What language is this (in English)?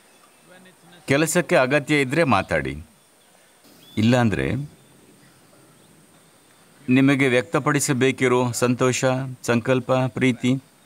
Kannada